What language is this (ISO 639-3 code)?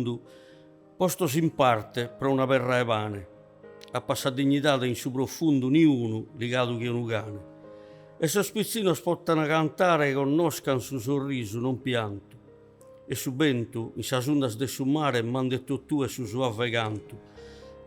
srd